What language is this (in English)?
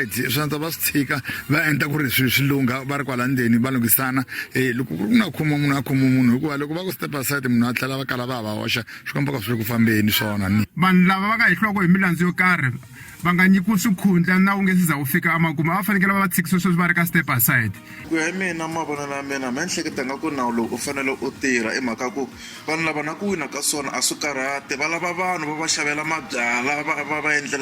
Tsonga